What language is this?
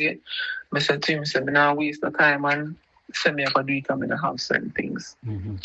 Jamaican Creole English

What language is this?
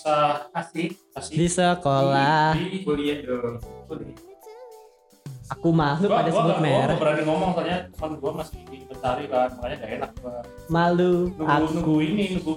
Indonesian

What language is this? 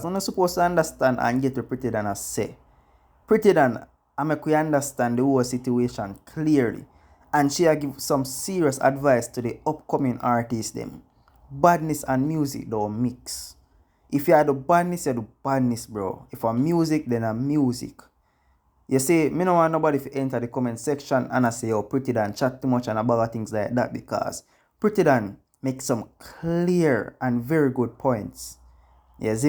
Jamaican Creole English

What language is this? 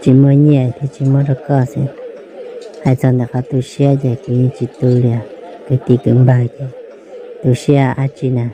Hmong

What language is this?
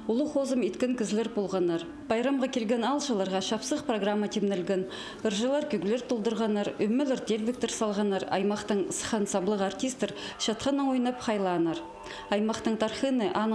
Khakas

